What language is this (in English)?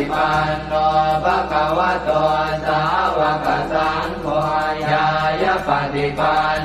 Pali